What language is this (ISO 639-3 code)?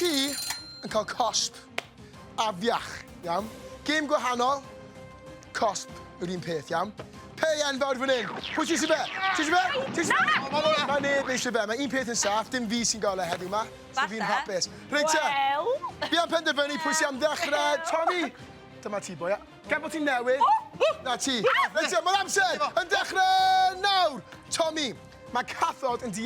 cym